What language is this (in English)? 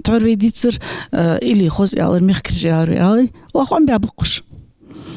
Ingush